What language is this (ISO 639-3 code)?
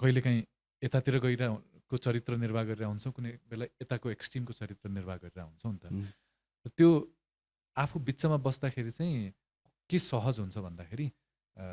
nep